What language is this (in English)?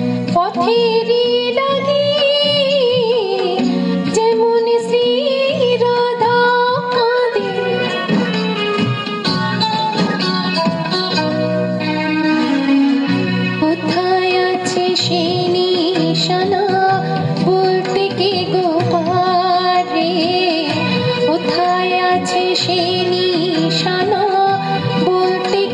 Bangla